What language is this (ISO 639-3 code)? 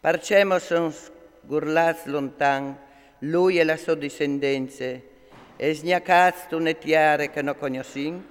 fur